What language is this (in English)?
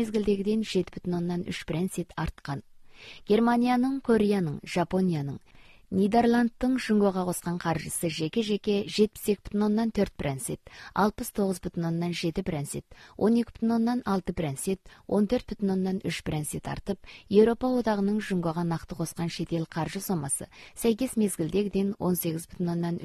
Kazakh